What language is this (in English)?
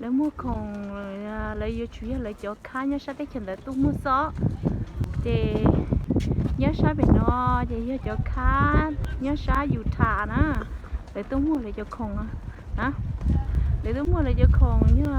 Hmong